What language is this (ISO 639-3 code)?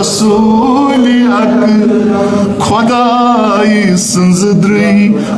kas